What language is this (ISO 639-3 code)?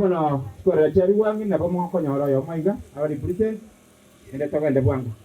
guz